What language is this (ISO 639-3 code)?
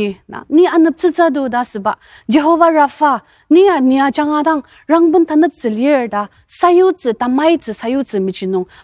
njo